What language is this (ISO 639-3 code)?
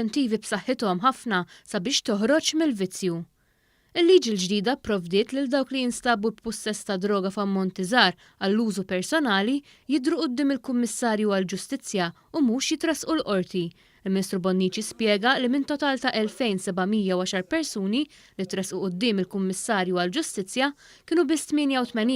mlt